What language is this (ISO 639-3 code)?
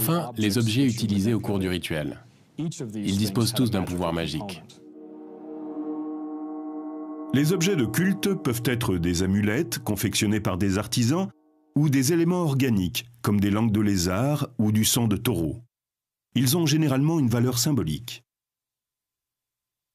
fra